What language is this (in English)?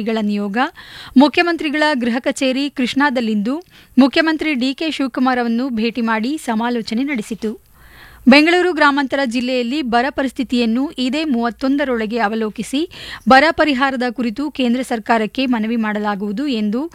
Kannada